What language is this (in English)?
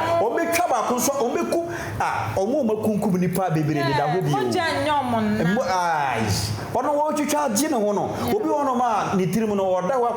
Akan